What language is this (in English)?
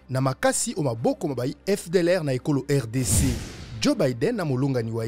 Lingala